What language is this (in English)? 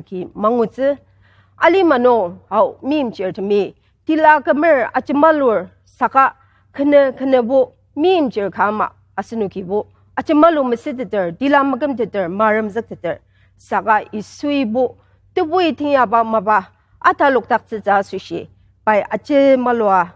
Ao Naga